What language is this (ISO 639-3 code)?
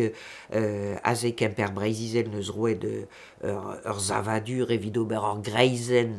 bre